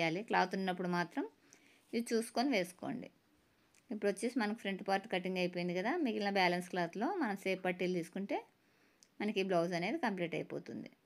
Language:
Telugu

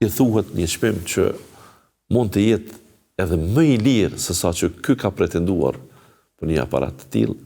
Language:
Albanian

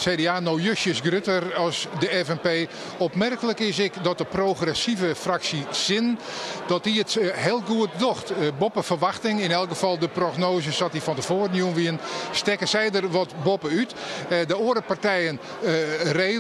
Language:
Western Frisian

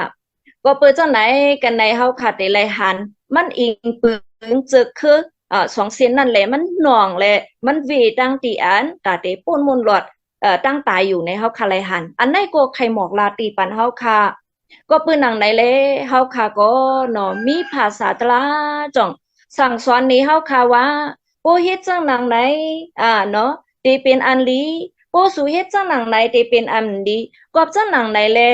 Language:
Shan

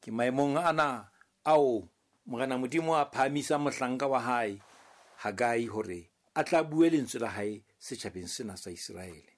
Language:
Southern Sotho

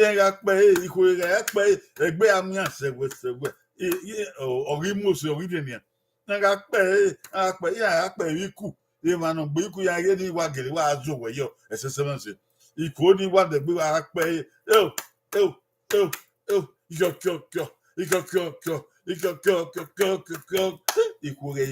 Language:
Bini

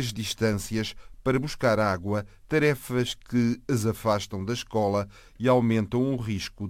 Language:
Portuguese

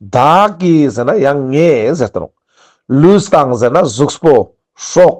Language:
Ladakhi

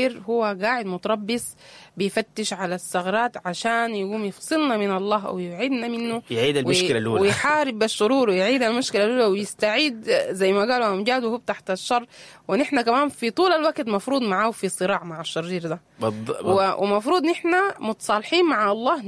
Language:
Sudanese Arabic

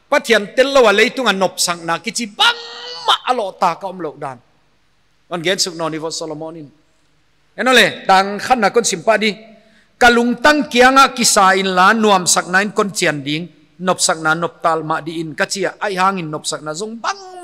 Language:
Paite Chin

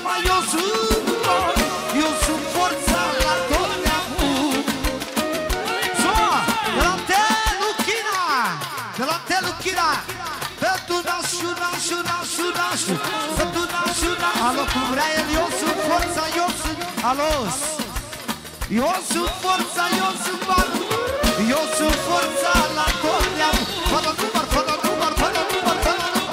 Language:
Romanian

